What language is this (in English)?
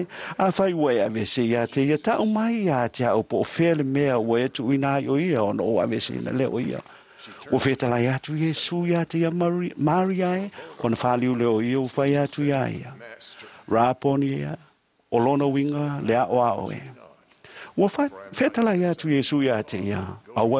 Samoan